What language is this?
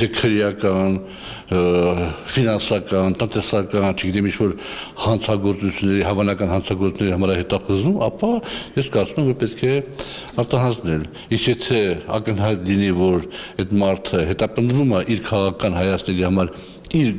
Armenian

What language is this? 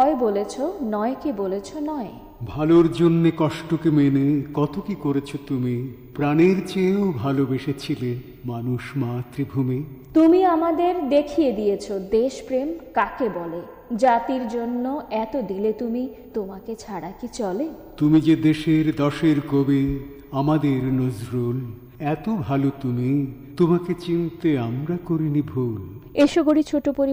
Bangla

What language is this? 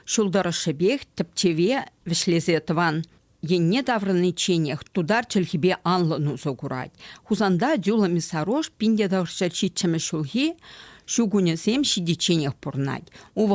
Chuvash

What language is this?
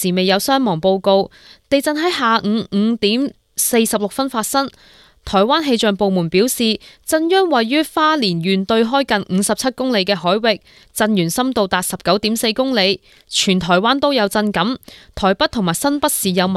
Cantonese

